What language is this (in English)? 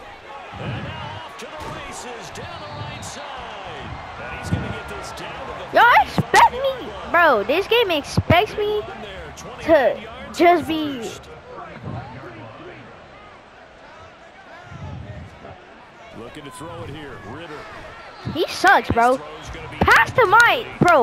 English